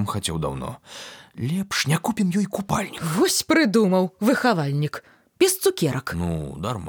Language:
Belarusian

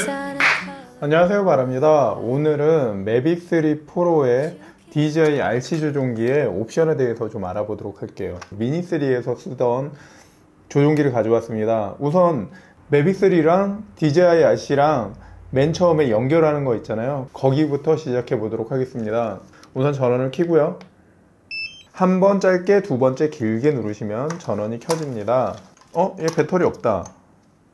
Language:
Korean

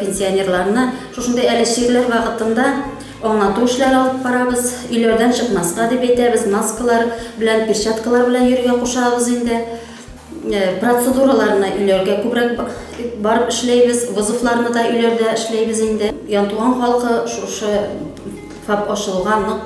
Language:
Tatar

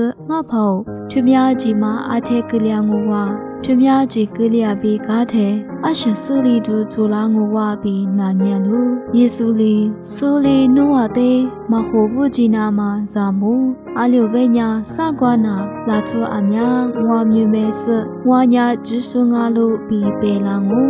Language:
Lisu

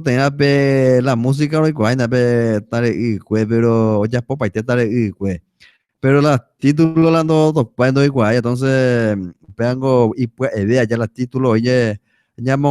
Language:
Guarani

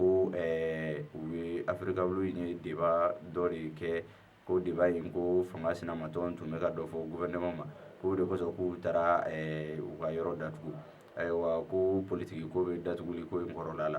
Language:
Bambara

